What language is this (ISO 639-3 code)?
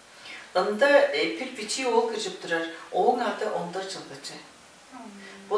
tyv